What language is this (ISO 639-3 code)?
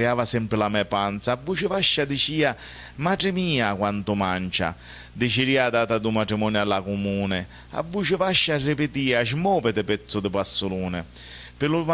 scn